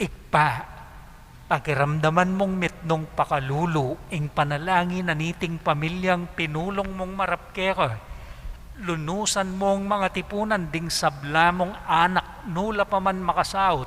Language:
Pampanga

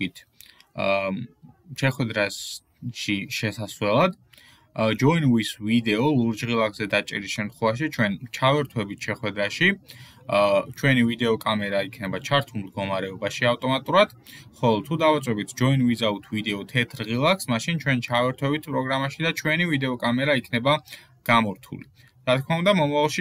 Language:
Georgian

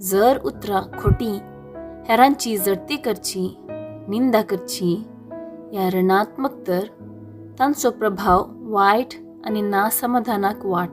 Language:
Konkani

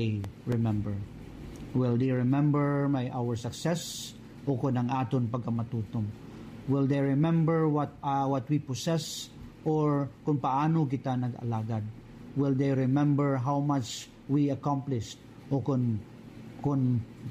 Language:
Hiligaynon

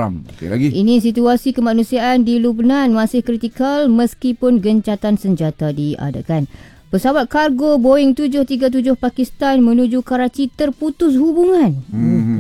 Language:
Malay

